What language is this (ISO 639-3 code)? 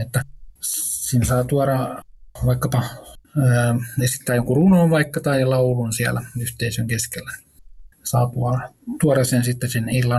fin